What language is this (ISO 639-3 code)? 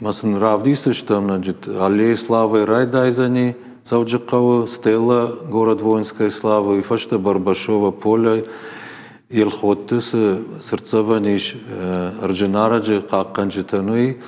oss